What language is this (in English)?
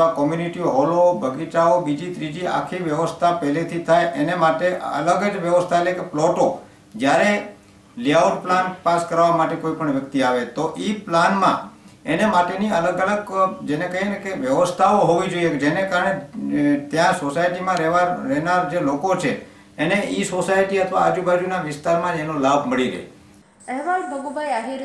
Gujarati